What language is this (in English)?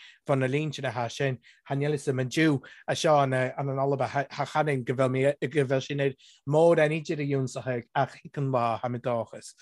Irish